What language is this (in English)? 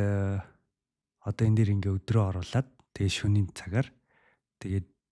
Mongolian